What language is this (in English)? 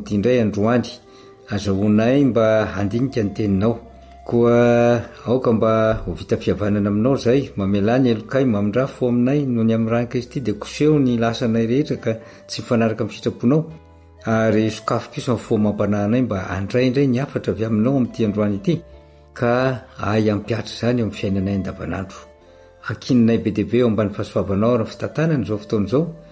Malagasy